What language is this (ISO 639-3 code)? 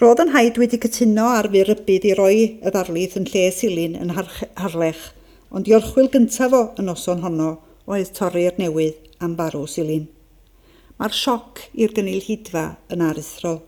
cym